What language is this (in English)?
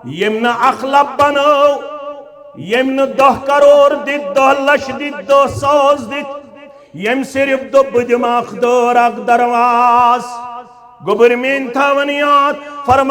Kashmiri